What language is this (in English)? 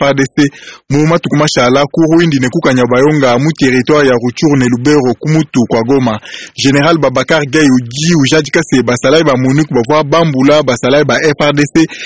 Luba-Lulua